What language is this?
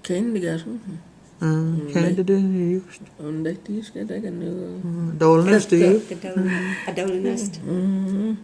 Cherokee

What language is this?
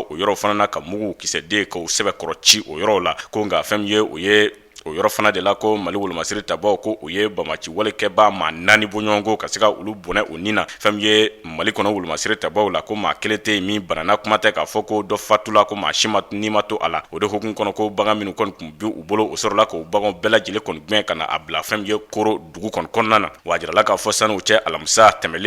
Bambara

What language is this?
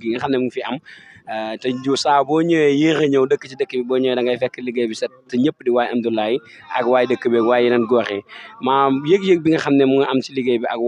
Wolof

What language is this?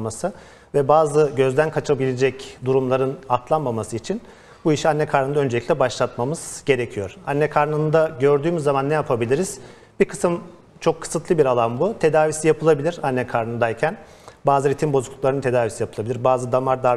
Turkish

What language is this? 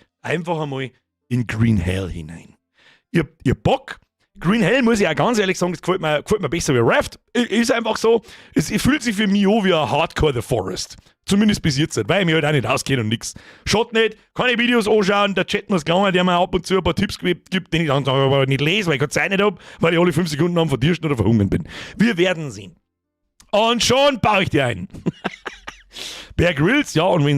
Bavarian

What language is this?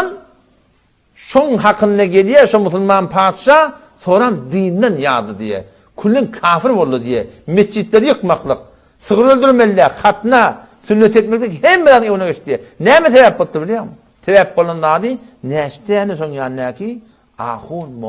Turkmen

